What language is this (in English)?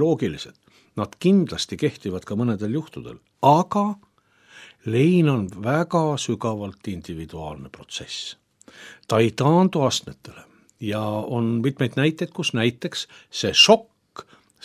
Estonian